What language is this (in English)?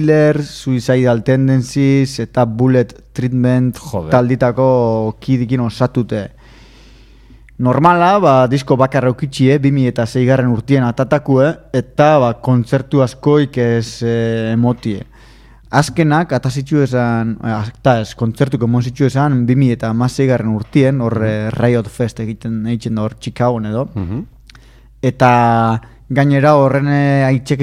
Basque